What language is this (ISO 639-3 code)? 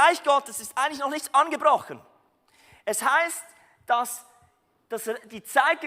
gsw